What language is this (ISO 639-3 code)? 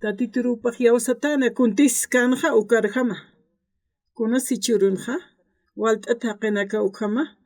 aym